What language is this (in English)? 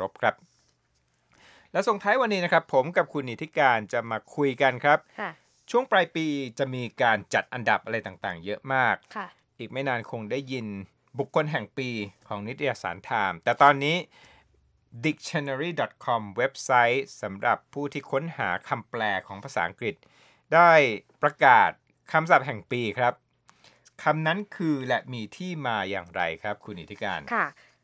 Thai